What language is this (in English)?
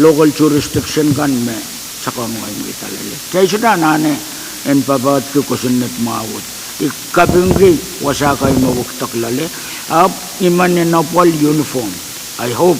Pohnpeian